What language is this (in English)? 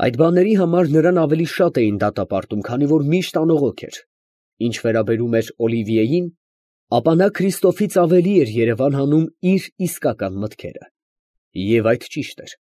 Armenian